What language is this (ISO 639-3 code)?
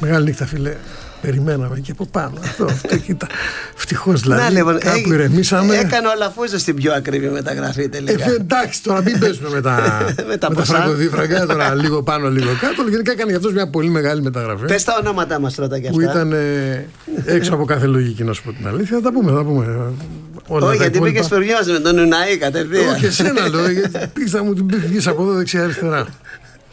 ell